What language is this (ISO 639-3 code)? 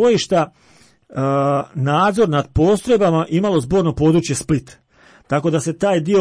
hrv